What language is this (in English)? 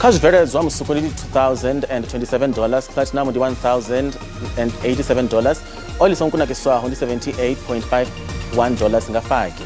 Venda